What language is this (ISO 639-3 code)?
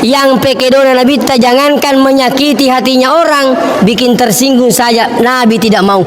bug